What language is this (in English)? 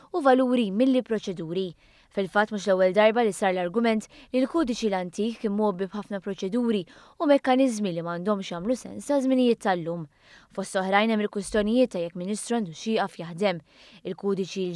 Maltese